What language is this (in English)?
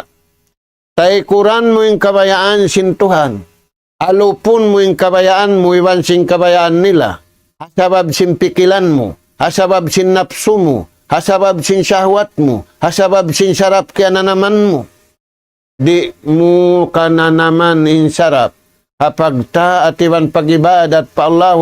Tausug